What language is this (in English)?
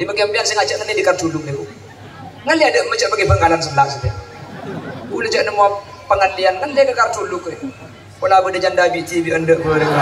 Madurese